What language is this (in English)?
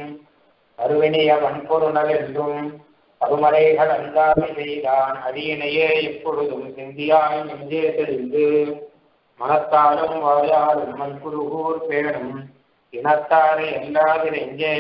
Tamil